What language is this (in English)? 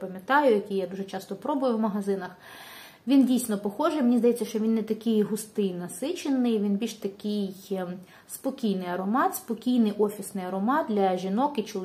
Ukrainian